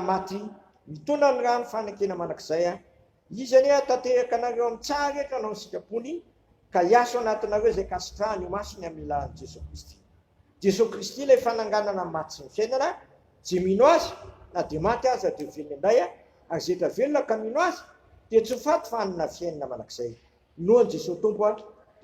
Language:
Malagasy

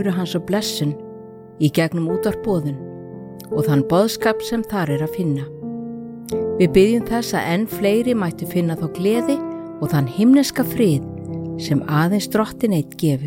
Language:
Icelandic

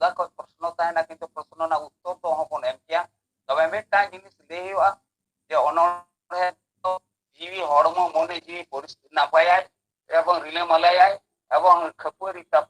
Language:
Santali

